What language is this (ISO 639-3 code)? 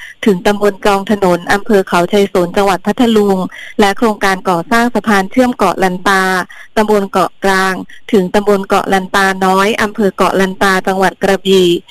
tha